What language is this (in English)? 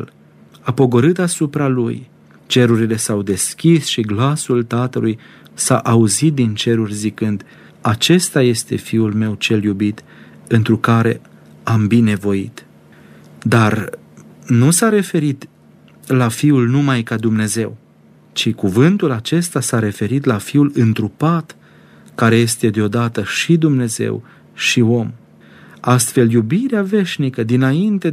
Romanian